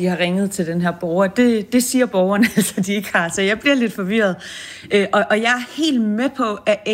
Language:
Danish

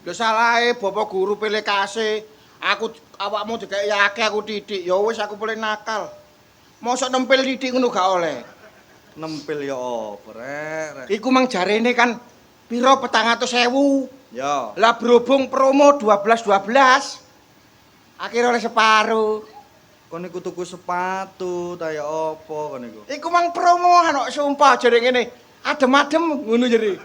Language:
Javanese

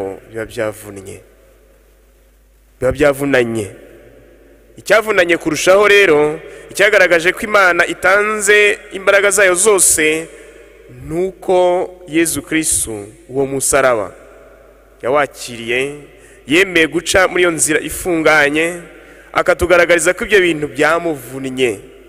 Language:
Kinyarwanda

